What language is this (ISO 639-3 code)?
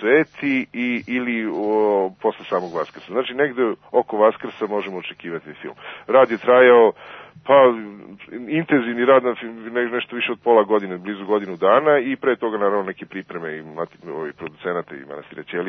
srp